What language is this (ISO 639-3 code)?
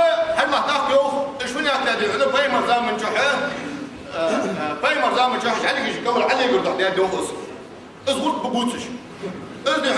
inh